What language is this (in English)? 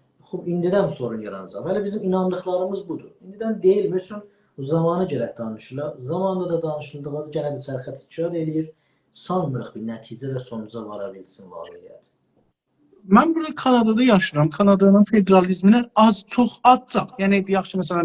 South Azerbaijani